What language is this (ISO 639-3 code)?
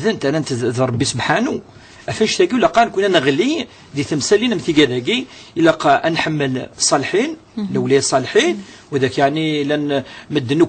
kab